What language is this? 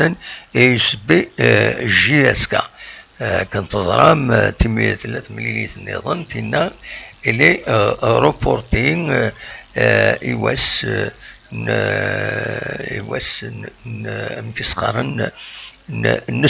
Kabyle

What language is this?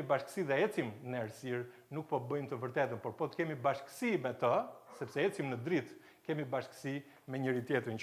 Albanian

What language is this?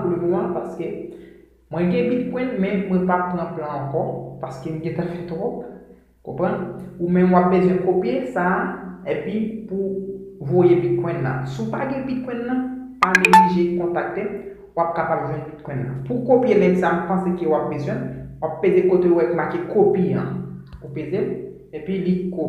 Haitian Creole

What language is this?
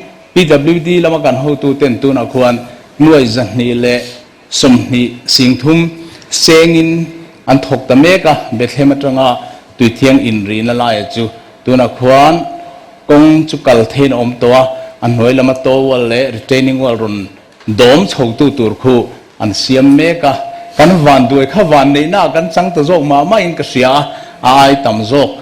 Mizo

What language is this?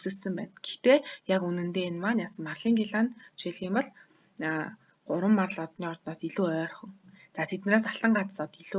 Mongolian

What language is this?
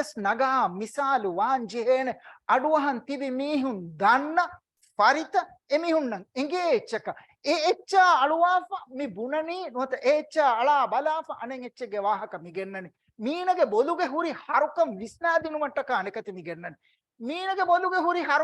Divehi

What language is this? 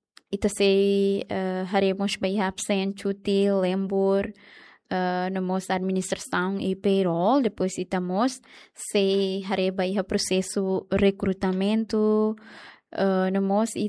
Tetum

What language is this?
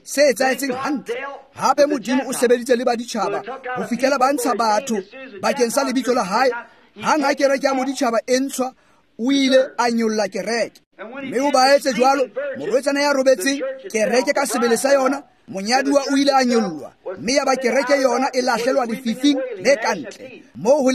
Tswana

